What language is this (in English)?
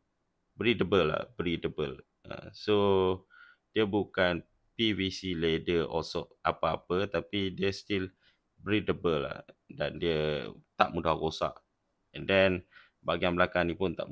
Malay